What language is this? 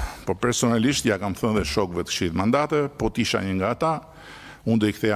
Albanian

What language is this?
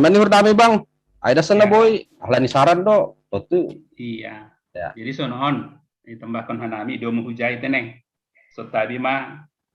Batak Simalungun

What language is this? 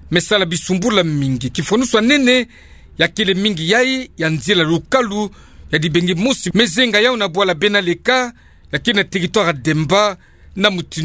Kituba (Democratic Republic of Congo)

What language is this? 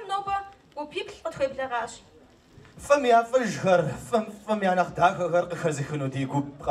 Kabardian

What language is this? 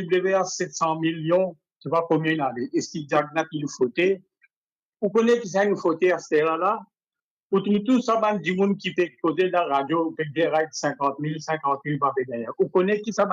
Morisyen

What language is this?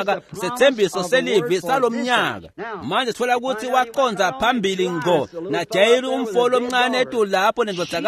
Swati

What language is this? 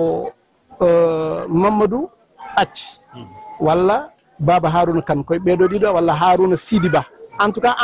Fula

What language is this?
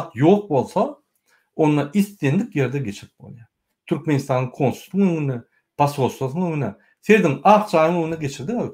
Turkmen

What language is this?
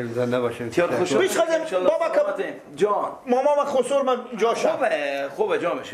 Persian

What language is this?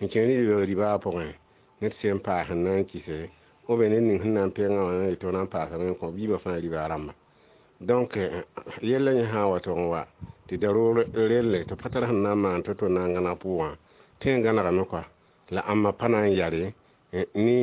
Mossi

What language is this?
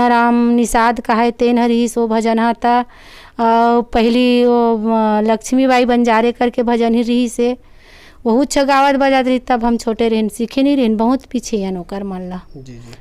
Chhattisgarhi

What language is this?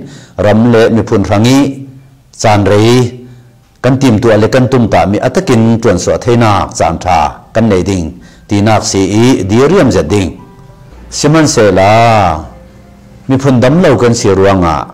Hakha Chin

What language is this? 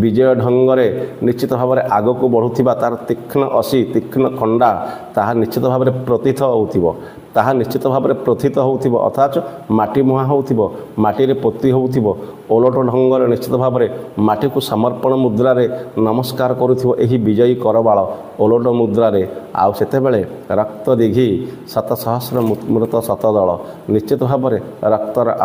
Odia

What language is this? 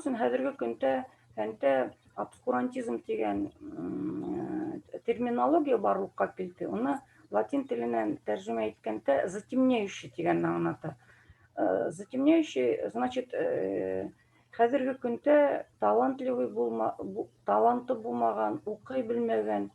Bashkir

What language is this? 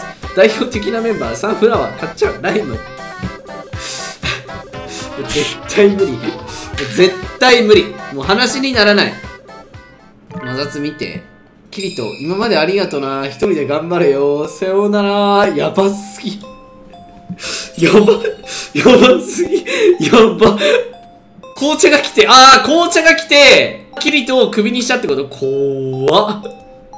Japanese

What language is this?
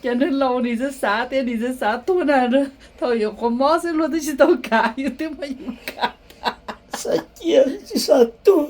Hmong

